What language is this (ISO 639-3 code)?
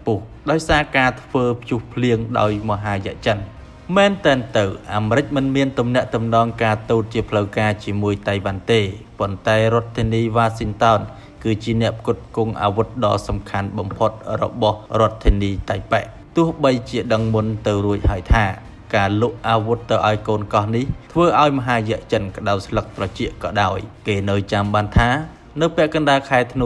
khm